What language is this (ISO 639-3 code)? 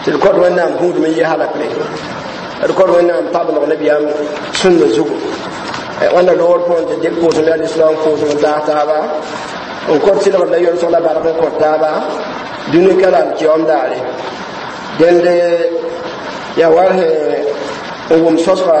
mos